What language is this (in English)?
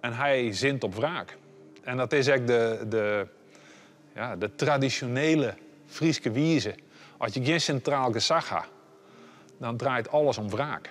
Western Frisian